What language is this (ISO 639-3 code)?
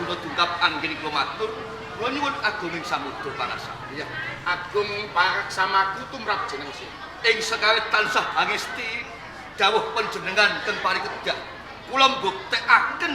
jav